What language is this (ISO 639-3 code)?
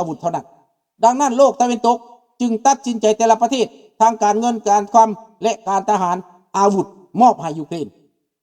lao